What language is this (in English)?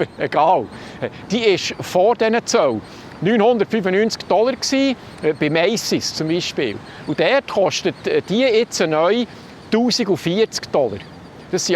Swiss German